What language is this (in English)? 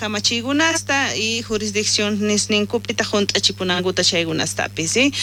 South Bolivian Quechua